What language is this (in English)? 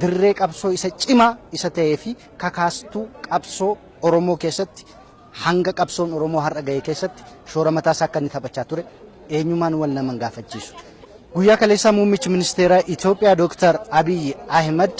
Oromo